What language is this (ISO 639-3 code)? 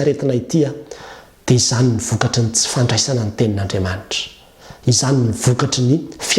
mlg